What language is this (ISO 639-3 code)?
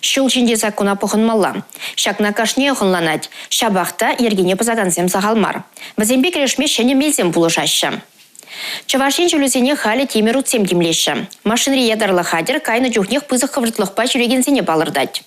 chv